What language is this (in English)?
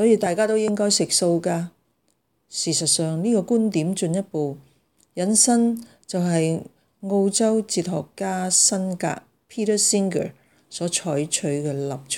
Cantonese